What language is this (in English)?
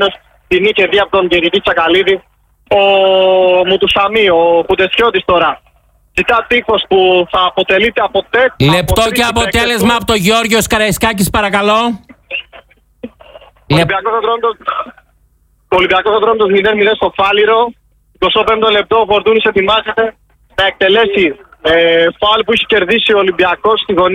Greek